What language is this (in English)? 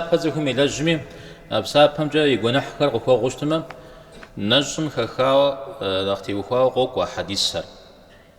Kabardian